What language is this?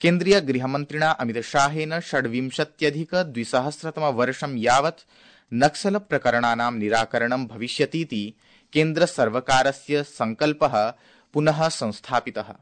Sanskrit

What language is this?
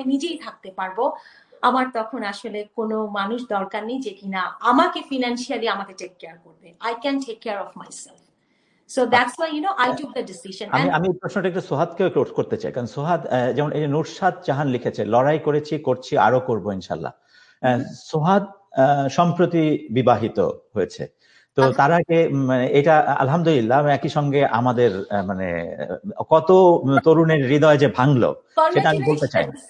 Bangla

